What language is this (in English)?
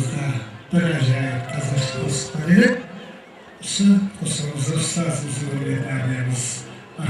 Kara-Kalpak